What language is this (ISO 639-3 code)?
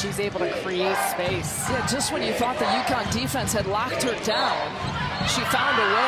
eng